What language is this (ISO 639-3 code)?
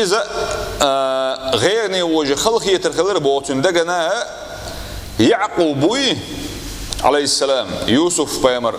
che